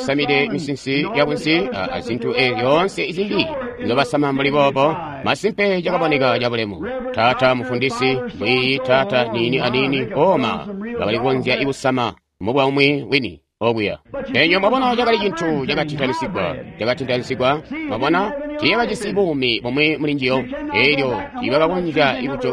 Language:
Tonga (Zambia)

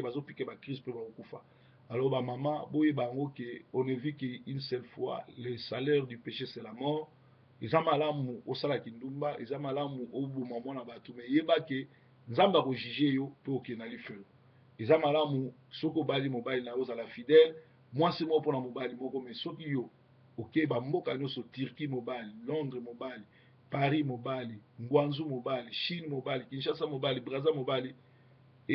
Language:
Lingala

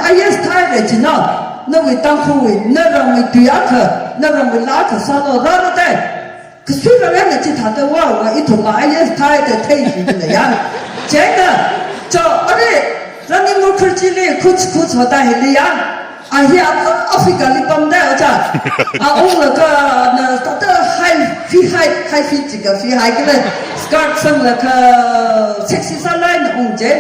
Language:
Tangkhul Naga (India)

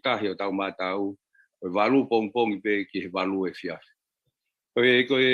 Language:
Tongan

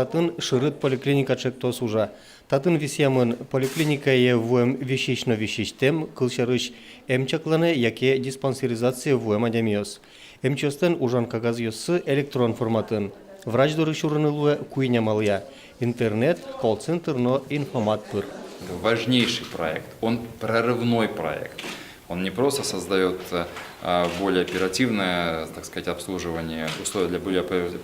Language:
Udmurt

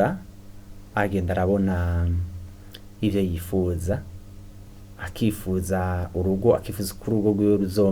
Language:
Rundi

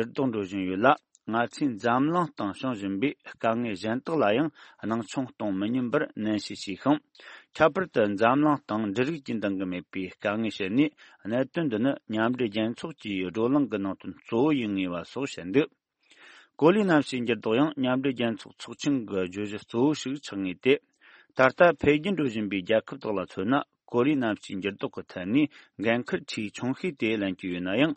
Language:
Tibetan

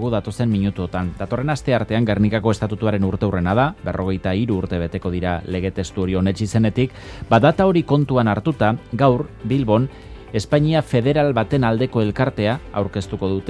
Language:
Basque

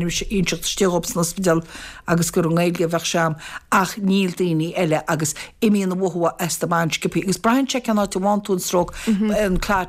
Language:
Irish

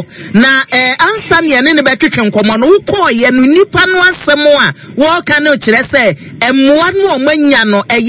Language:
Akan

